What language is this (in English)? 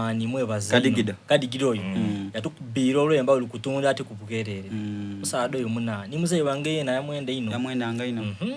Soga